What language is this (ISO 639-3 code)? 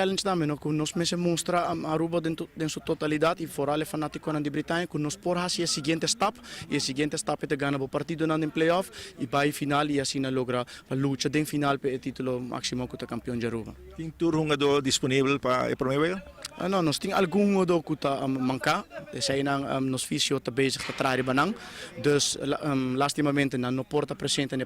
pap